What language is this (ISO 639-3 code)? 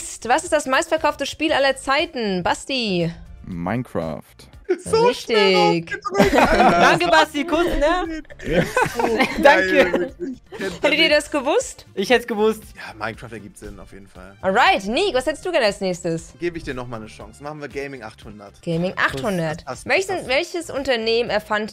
deu